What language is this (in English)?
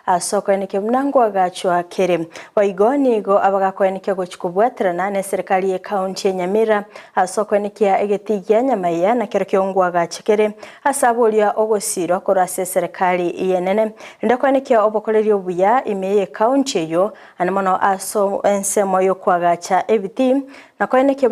Gusii